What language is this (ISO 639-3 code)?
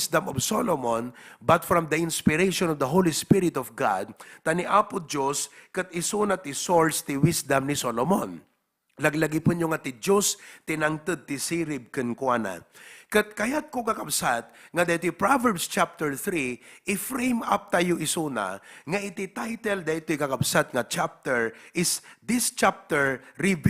ilo